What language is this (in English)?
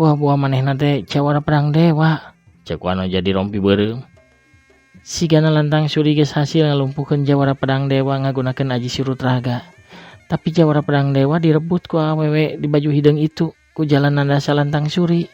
Sundanese